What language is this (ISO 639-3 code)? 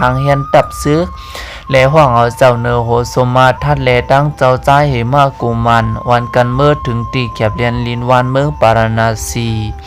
shn